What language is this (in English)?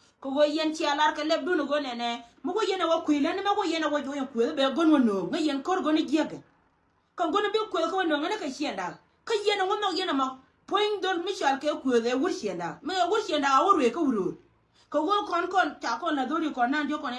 Nuer